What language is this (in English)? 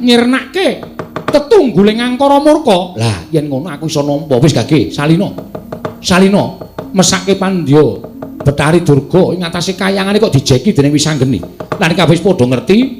Javanese